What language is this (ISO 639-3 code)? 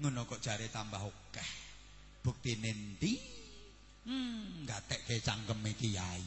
jav